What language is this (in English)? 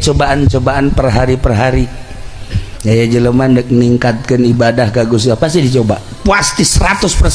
Sundanese